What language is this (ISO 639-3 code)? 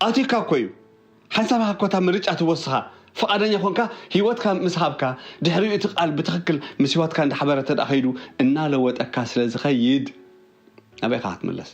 tir